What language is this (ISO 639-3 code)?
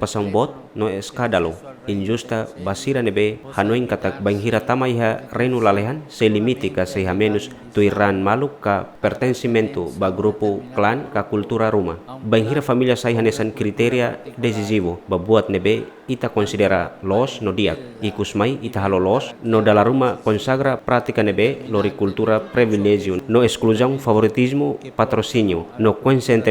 tet